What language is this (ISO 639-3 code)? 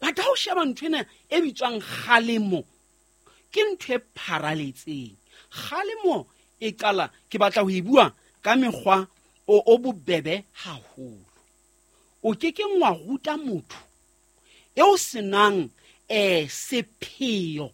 sot